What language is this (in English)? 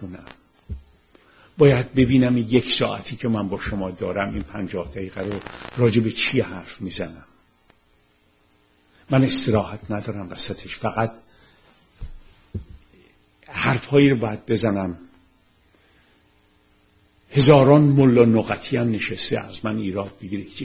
Persian